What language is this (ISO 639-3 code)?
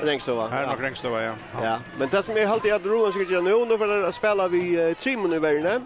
fao